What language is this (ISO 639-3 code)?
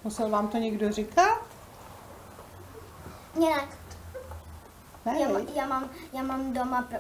ces